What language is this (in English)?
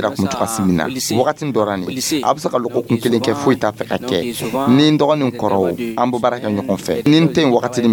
Dyula